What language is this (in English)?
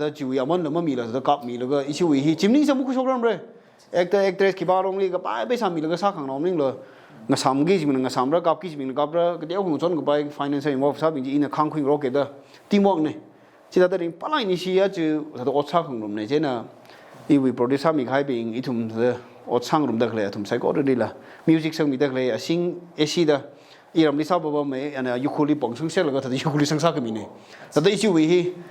Tangkhul Naga (India)